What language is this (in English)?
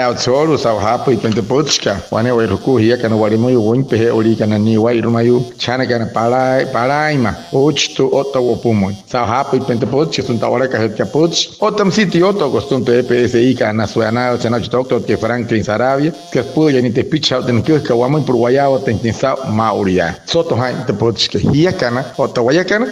Wayuu